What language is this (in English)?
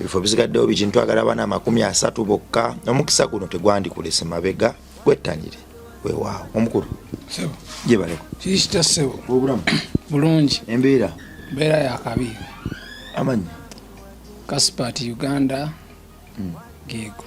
Ganda